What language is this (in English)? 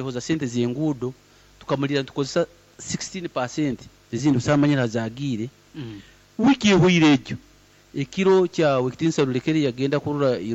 Nyankole